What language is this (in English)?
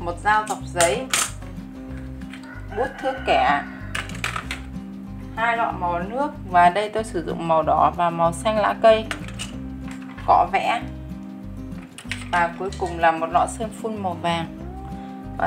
Vietnamese